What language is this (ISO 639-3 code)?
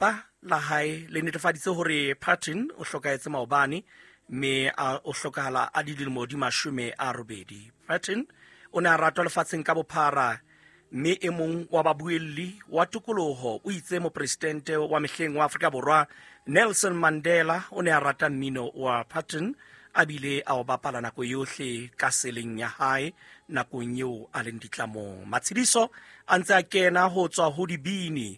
sot